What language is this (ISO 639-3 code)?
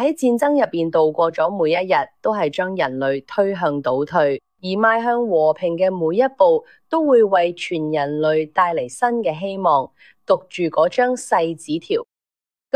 yue